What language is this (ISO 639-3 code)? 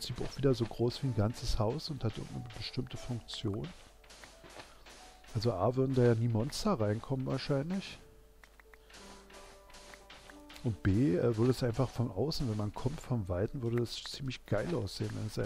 deu